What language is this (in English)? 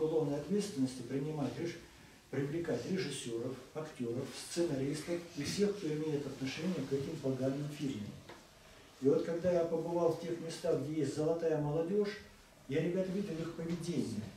Russian